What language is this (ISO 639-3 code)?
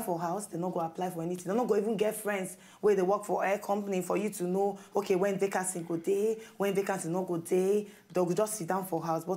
pcm